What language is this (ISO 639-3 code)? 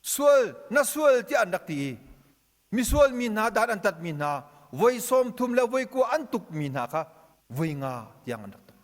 cnh